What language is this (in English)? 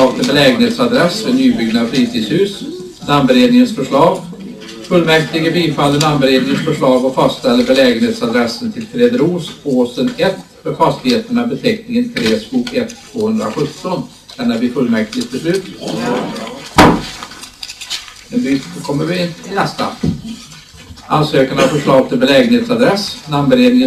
Swedish